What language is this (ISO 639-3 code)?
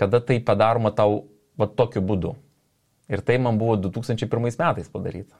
lit